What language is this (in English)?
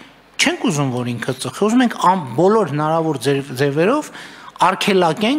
Armenian